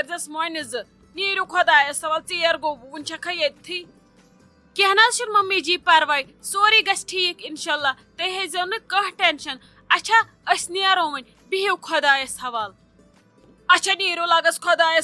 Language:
Kashmiri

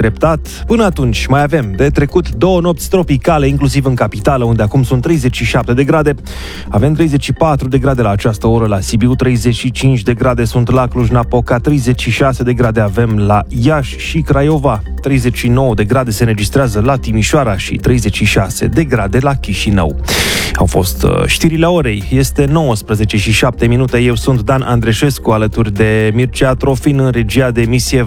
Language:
Romanian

